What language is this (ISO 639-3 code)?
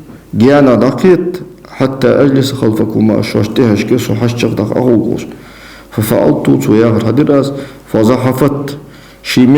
inh